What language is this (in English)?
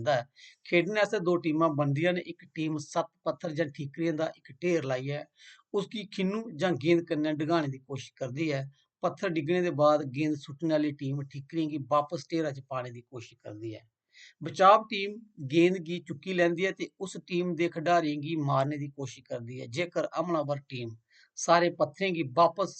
Dogri